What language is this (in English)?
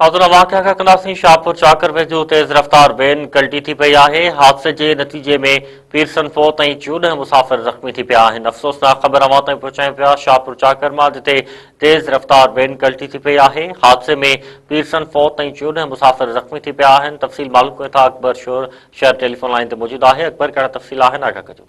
Sindhi